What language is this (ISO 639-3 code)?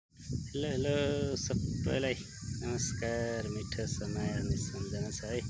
nep